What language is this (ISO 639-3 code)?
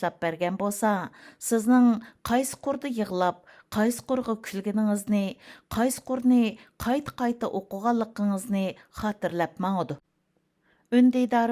uig